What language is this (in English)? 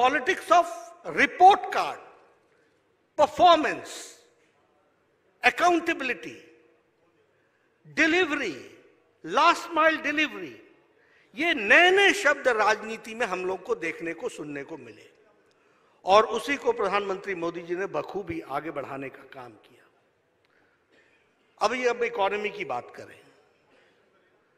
Hindi